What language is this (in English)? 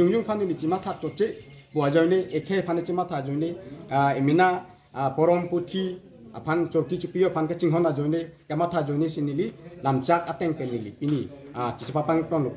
Karbi